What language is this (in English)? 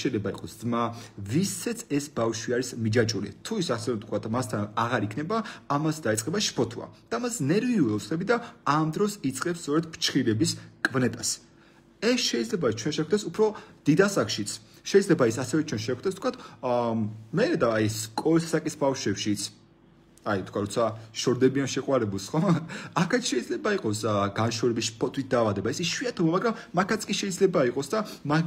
Georgian